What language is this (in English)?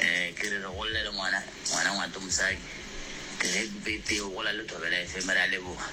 Northern Sotho